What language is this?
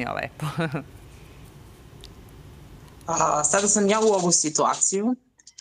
Serbian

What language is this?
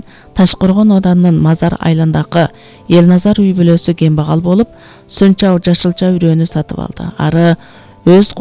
Kyrgyz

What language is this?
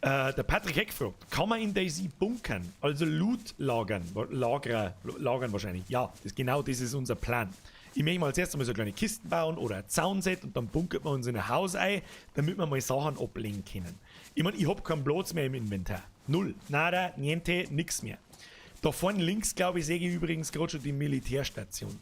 Bavarian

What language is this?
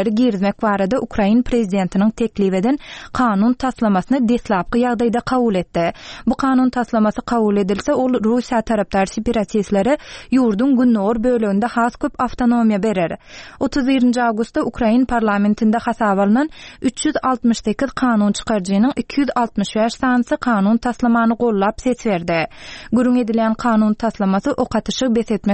Turkmen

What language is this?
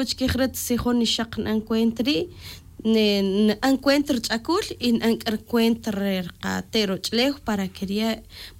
Tz'utujil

